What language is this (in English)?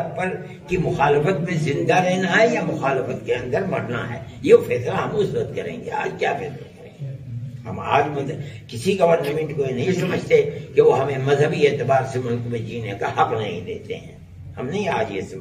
Urdu